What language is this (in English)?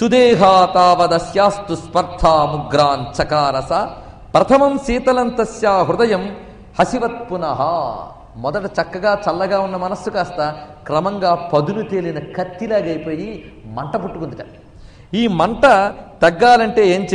Telugu